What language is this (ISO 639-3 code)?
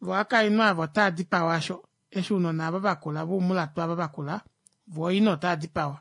kua